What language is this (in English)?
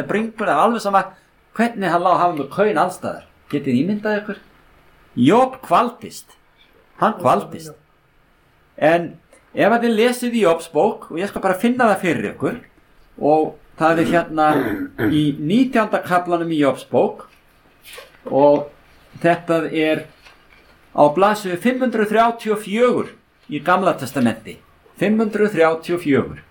Icelandic